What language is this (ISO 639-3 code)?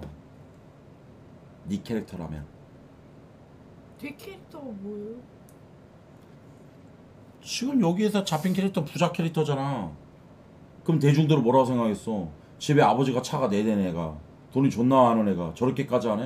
kor